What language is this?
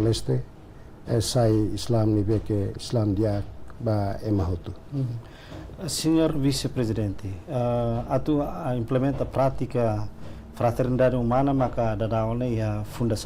Tetum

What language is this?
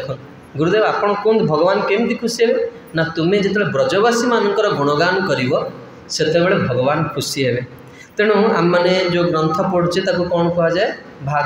Odia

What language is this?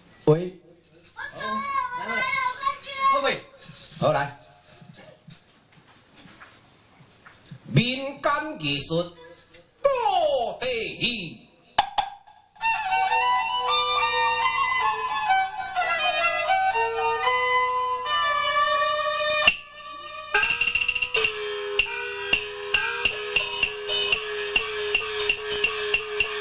Min Nan Chinese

